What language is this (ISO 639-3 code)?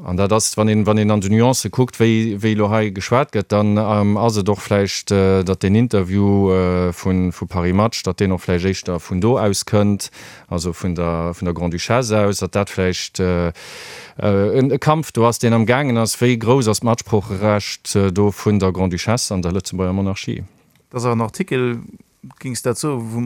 ltz